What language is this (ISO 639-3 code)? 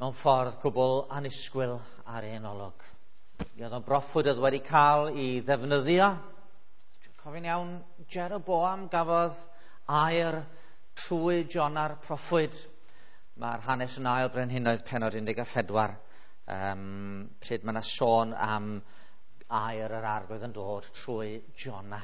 cym